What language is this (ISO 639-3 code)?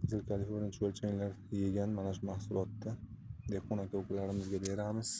uzb